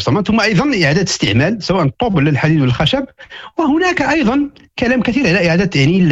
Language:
Moroccan Arabic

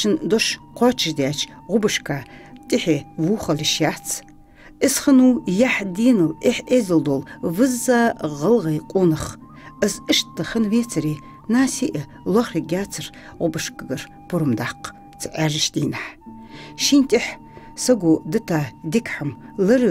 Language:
Ingush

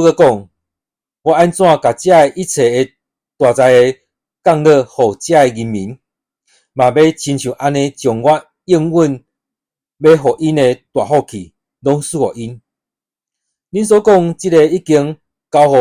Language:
Min Nan Chinese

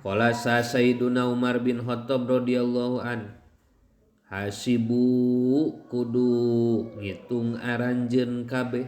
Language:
Sundanese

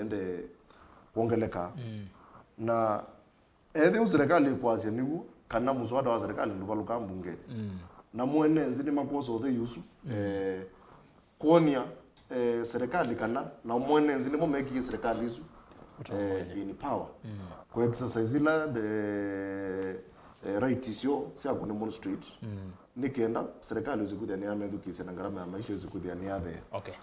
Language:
Kamba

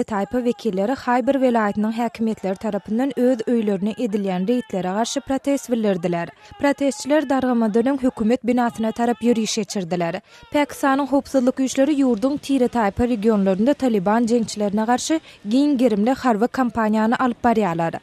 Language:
Turkmen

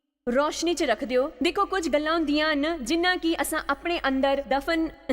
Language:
Dogri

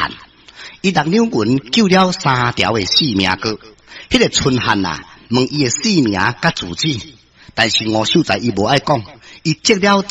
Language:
Min Nan Chinese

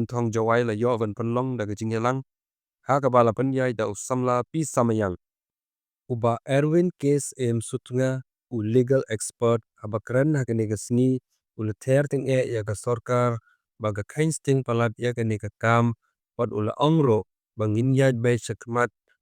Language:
Khasi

